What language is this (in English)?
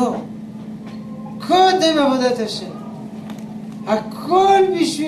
Hebrew